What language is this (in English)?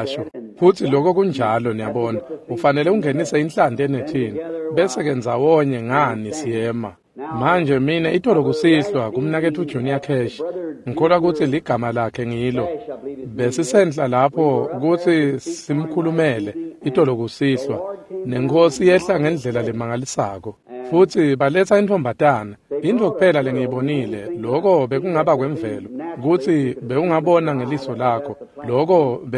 Swati